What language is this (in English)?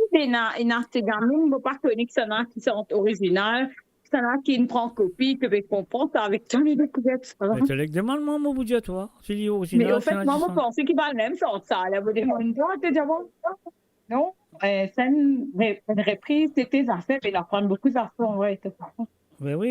Morisyen